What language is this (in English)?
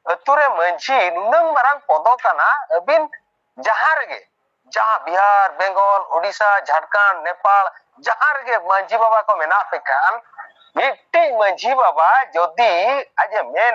Santali